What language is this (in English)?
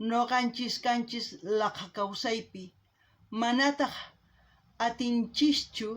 South Bolivian Quechua